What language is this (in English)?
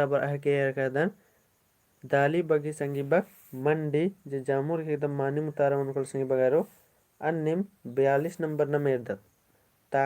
Kurukh